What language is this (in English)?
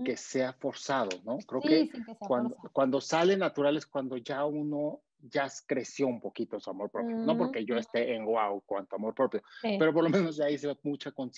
Spanish